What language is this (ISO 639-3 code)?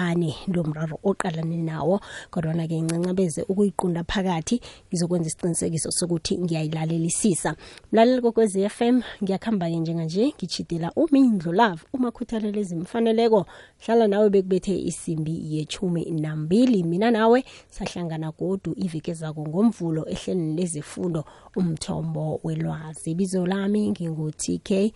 nbl